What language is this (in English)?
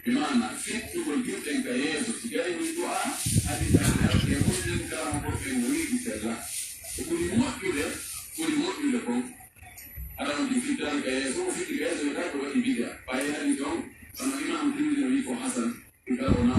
Pular